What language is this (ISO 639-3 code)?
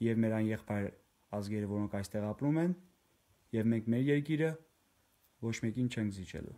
hye